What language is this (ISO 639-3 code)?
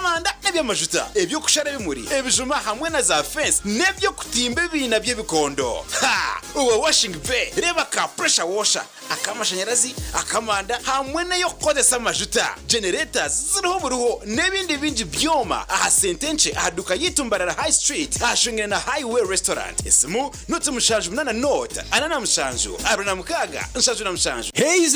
nyn